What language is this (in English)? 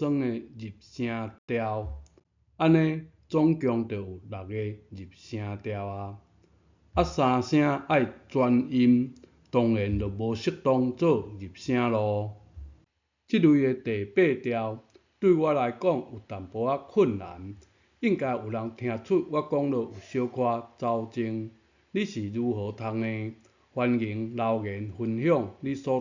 Min Nan Chinese